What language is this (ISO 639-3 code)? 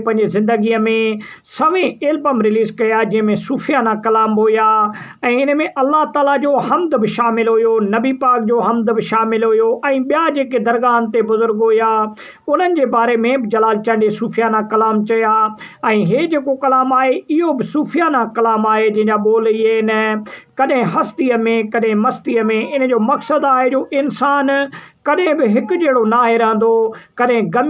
snd